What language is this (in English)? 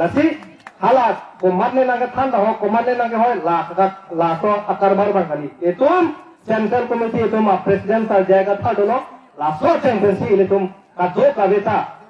Karbi